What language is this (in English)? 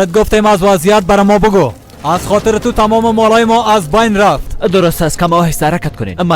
Persian